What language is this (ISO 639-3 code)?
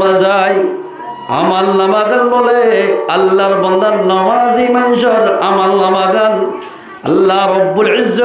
rhg